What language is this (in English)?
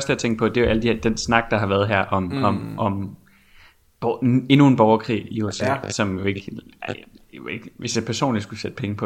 Danish